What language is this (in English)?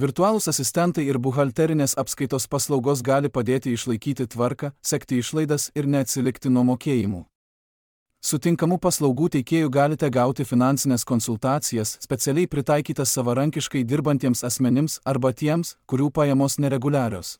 Lithuanian